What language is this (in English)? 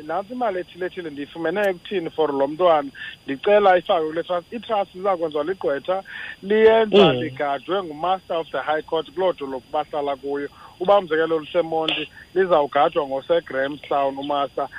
Xhosa